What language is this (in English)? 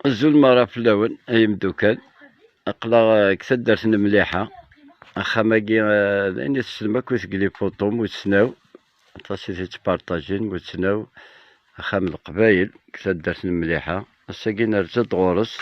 Kabyle